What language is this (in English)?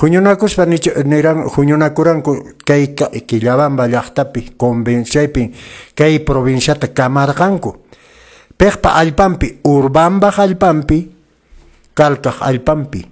Quechua